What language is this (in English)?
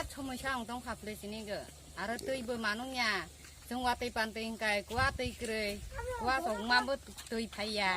Kok Borok